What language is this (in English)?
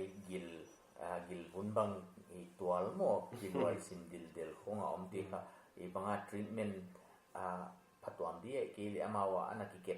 Paite Chin